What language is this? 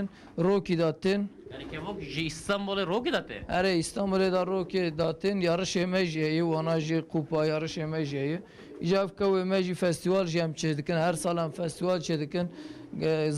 Kurdish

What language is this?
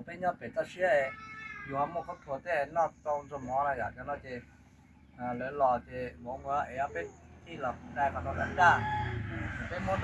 Hmong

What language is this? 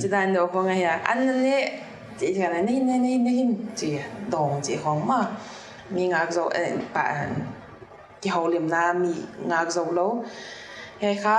Paite Chin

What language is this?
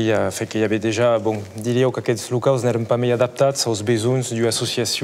Occitan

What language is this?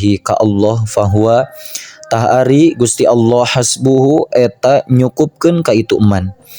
Sundanese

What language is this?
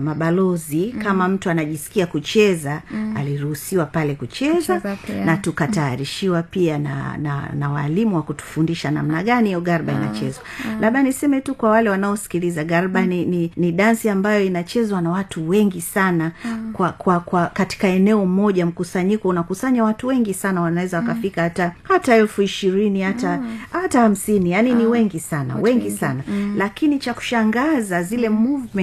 Swahili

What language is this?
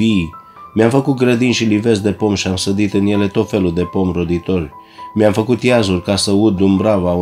Romanian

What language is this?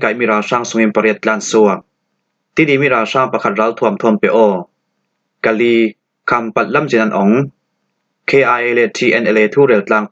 Falam Chin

